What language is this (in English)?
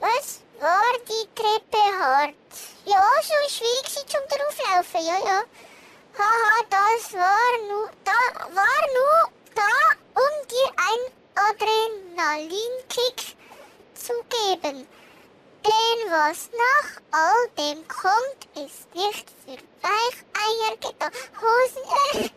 Swiss German